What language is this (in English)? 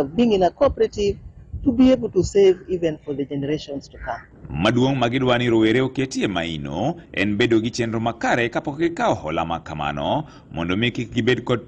Luo (Kenya and Tanzania)